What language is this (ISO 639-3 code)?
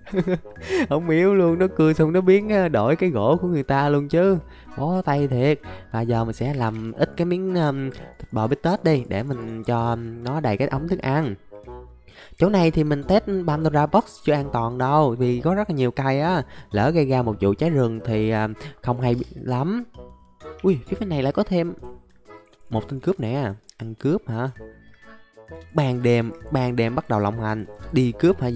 vie